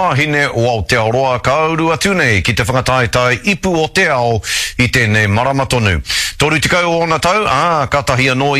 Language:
Māori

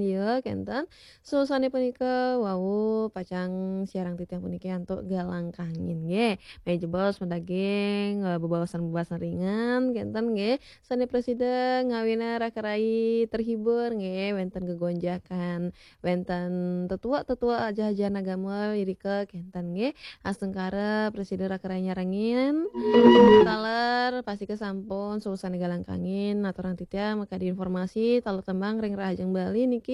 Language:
Balinese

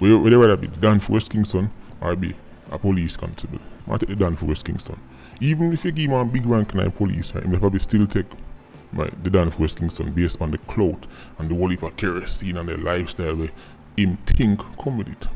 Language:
Jamaican Creole English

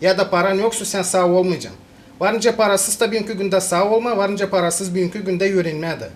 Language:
Gagauz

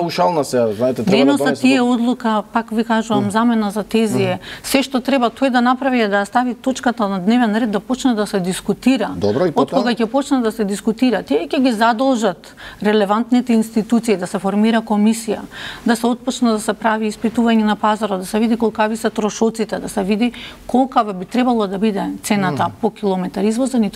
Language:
Macedonian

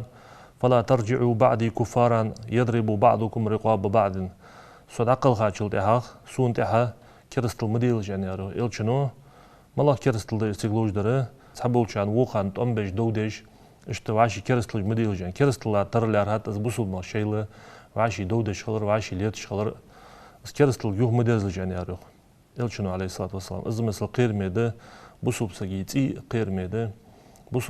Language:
Ingush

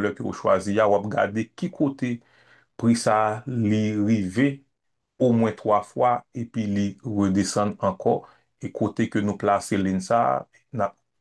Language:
Haitian Creole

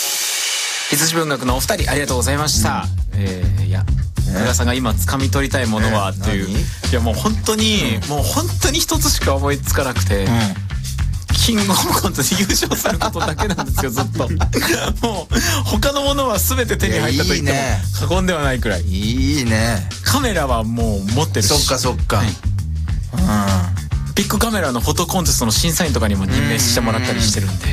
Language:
Japanese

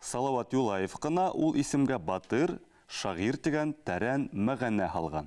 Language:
Bashkir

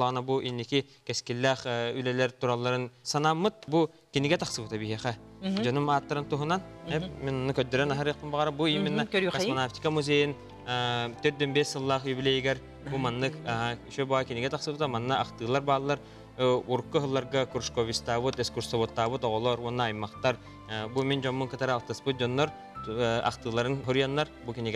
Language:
Yakut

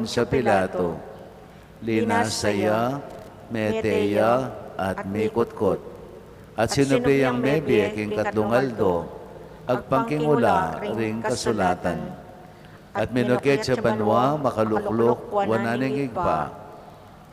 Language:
Pampanga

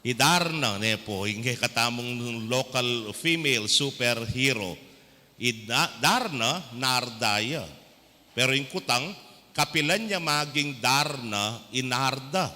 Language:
Pampanga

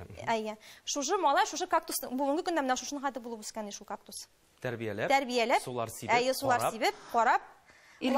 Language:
Tatar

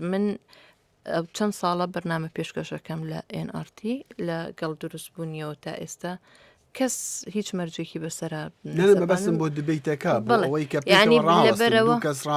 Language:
Central Kurdish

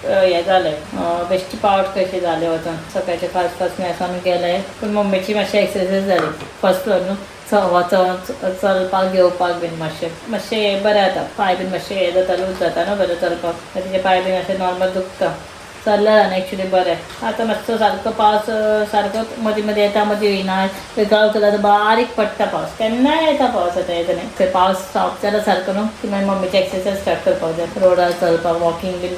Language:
Konkani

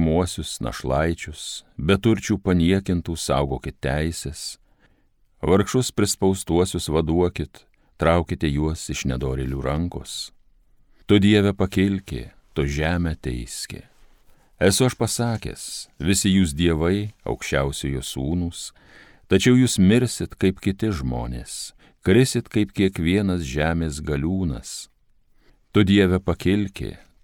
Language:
Lithuanian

